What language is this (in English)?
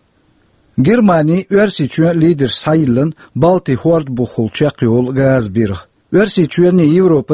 Chechen